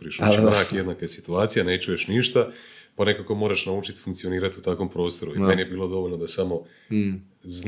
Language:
Croatian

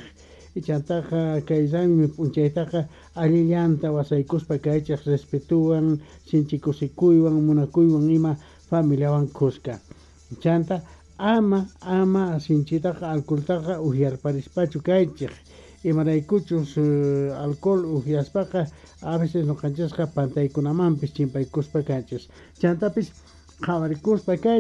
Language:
Quechua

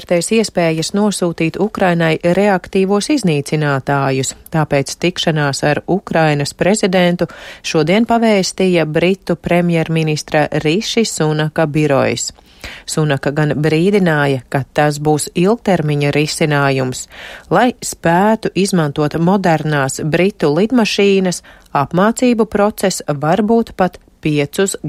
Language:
Latvian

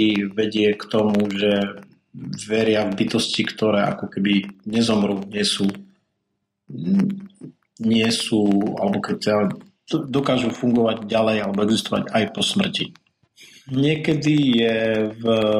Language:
Slovak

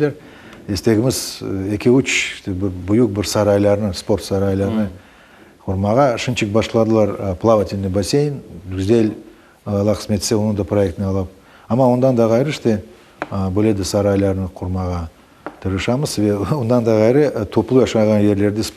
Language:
Crimean Tatar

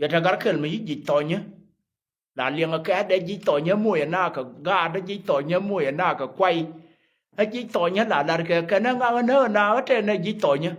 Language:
Nuer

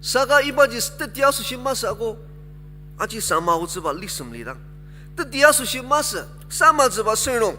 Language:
Ao Naga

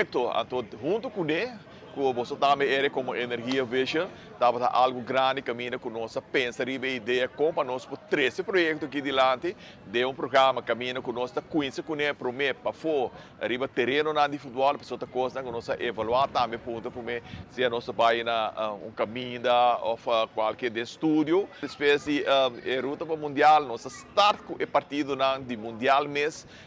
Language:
Papiamento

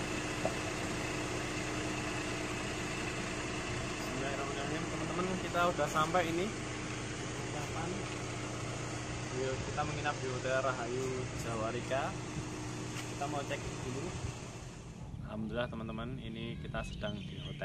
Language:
Indonesian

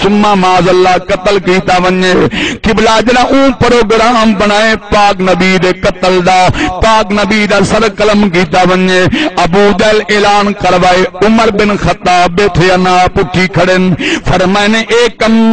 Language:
Saraiki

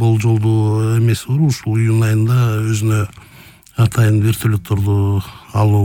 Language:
Kyrgyz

